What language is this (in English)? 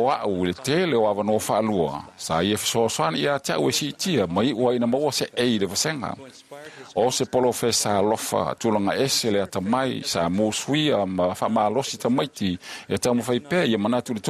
Samoan